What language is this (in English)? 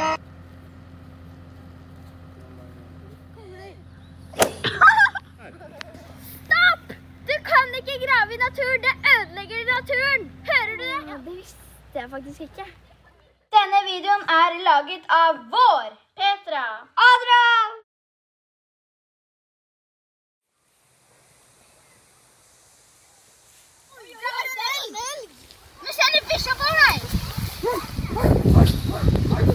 Norwegian